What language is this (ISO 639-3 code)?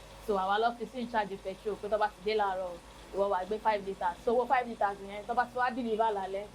yor